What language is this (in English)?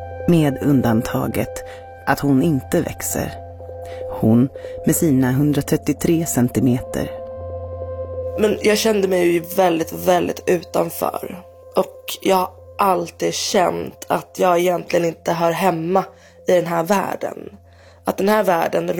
Swedish